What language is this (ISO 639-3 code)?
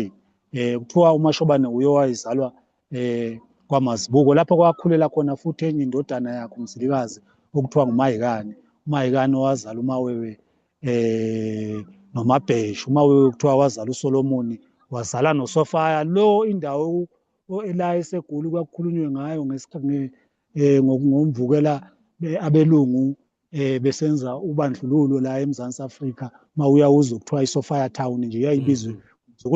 zul